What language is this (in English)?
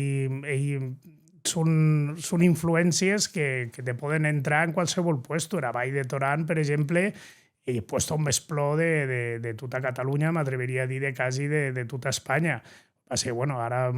Occitan